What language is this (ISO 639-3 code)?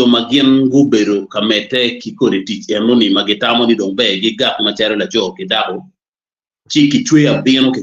ach